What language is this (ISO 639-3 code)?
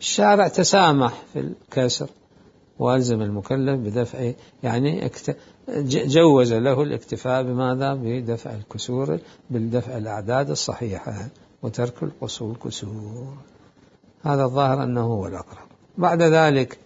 acm